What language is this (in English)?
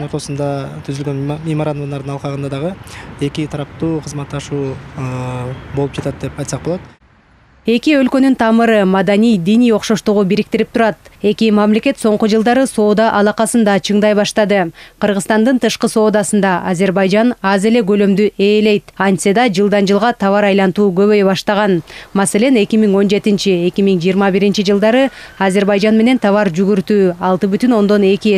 Kyrgyz